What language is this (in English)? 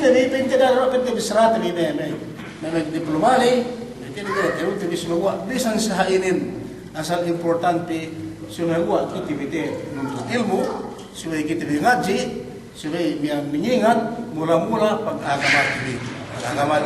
Yakan